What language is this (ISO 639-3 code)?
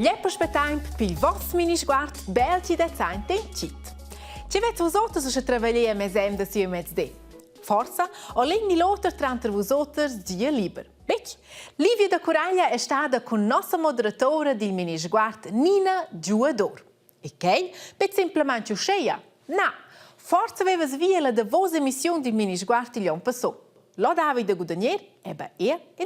roh